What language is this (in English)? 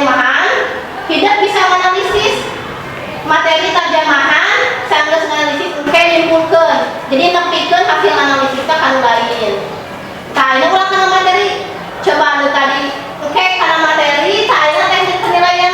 Sundanese